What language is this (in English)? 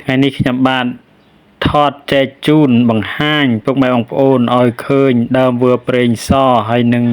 Khmer